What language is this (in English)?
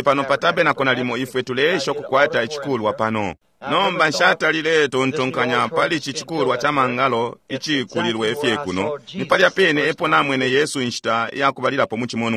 Bemba